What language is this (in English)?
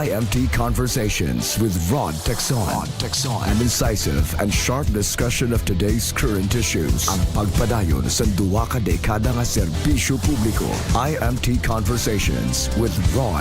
Hiligaynon